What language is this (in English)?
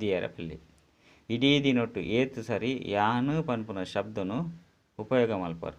Tulu